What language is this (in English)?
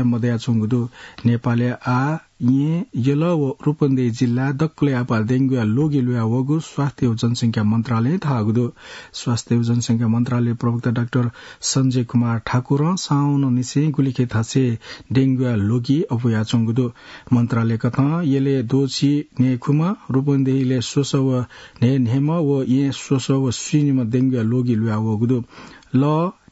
Newari